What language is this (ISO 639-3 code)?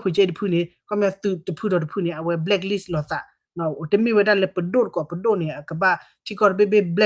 ksw